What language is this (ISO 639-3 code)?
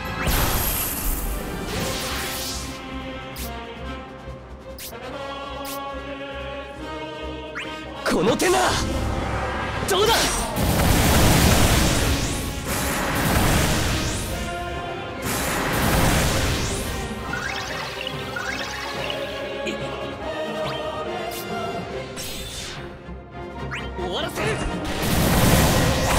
jpn